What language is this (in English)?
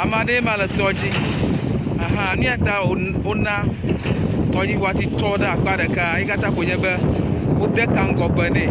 Ewe